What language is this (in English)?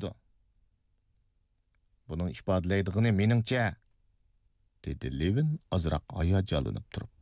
Uyghur